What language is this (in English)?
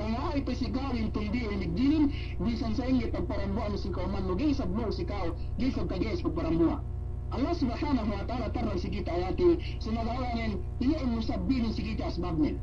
Yakan